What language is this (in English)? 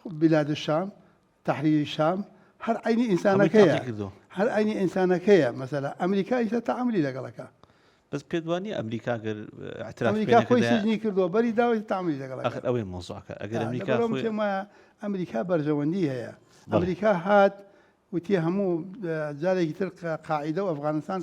Central Kurdish